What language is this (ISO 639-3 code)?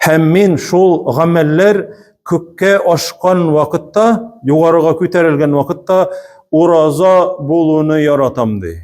tat